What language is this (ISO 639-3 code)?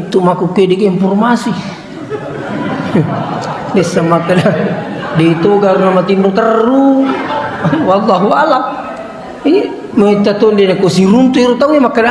bug